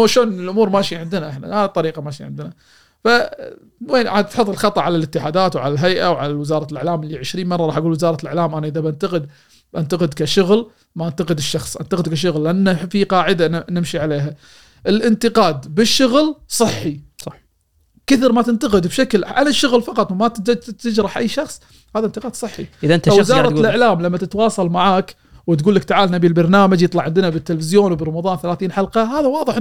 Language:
Gulf Arabic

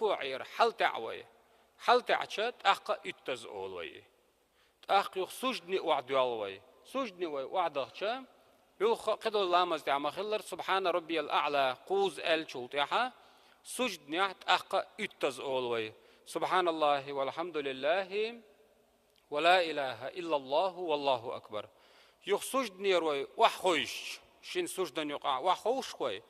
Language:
Chechen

